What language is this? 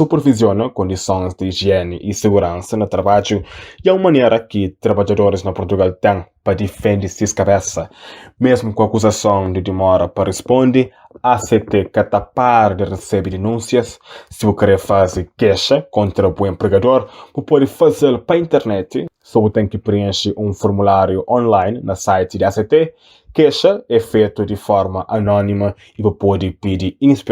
Kabuverdianu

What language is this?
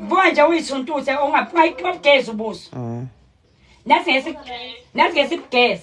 Zulu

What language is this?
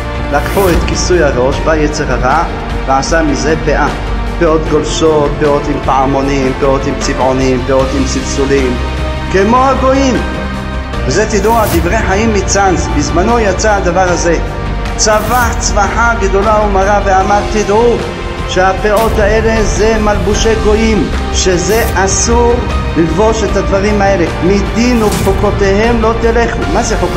Hebrew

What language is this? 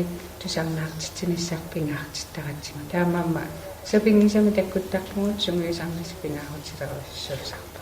Kalaallisut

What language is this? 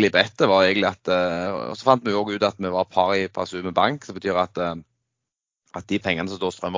Norwegian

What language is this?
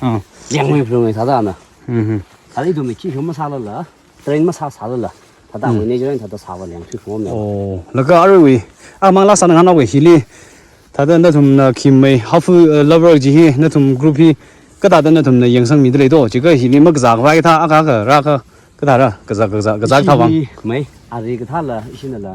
Tangkhul Naga (India)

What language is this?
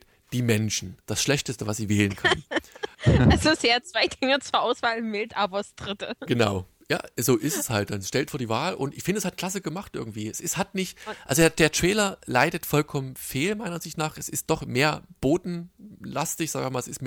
German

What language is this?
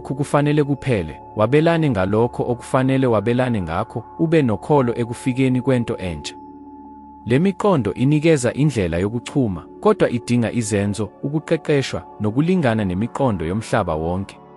Zulu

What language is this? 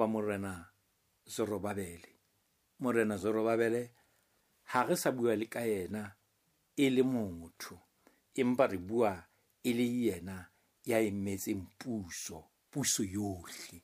Southern Sotho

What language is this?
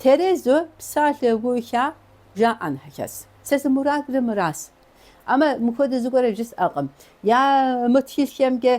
Kabardian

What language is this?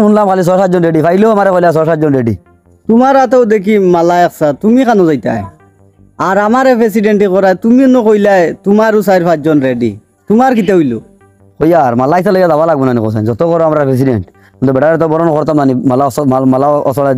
Sylheti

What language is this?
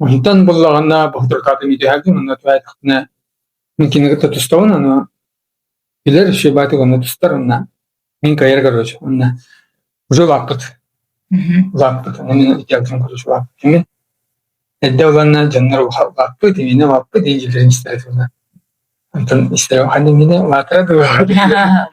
Yakut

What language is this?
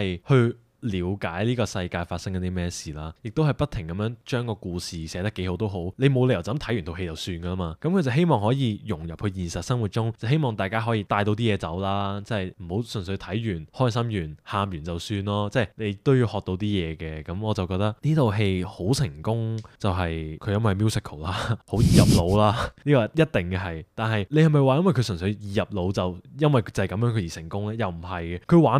Cantonese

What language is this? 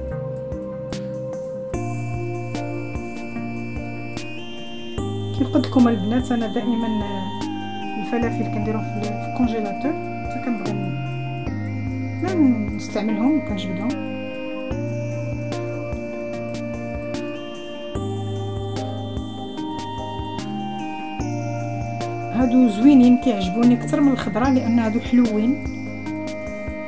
Moroccan Arabic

